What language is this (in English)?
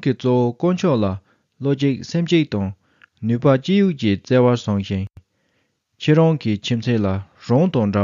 Tibetan